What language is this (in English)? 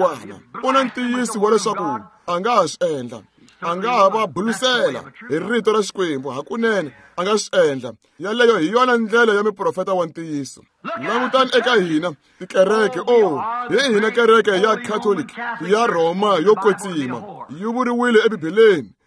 Tsonga